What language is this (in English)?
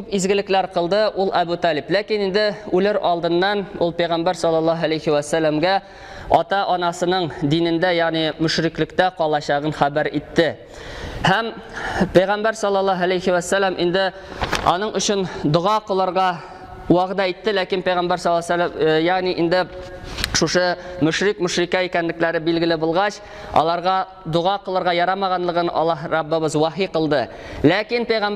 Tatar